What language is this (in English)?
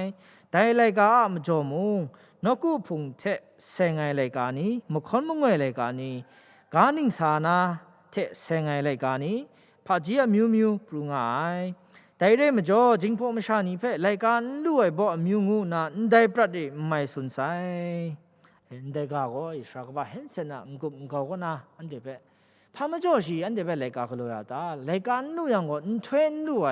Kachin